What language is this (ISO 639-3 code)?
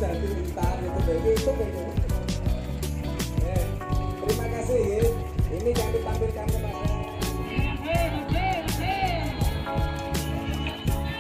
ind